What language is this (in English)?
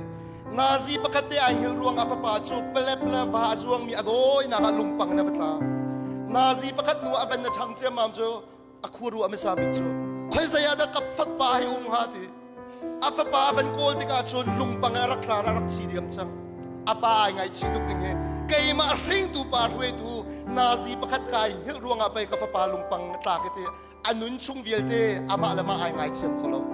Hakha Chin